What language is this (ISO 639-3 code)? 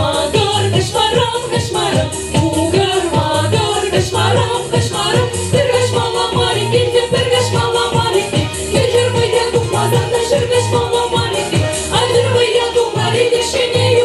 chv